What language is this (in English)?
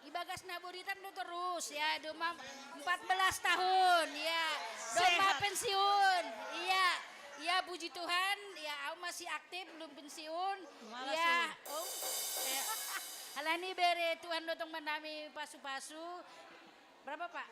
Batak Simalungun